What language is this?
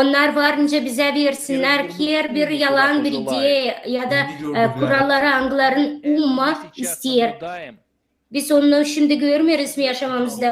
Gagauz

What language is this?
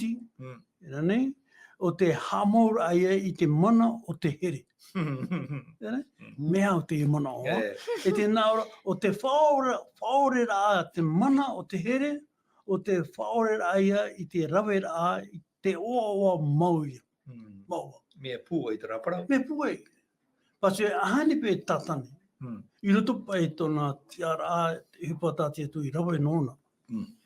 Tahitian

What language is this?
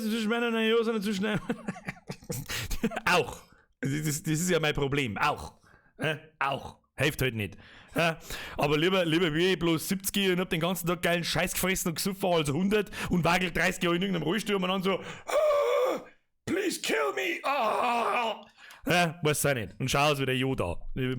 Bavarian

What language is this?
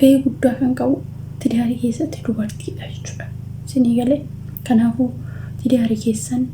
Oromo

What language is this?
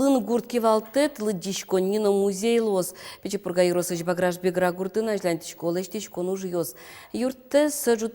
Udmurt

